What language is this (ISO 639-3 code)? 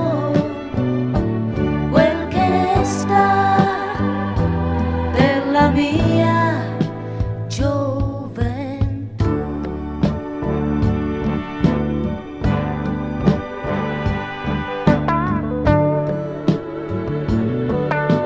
ita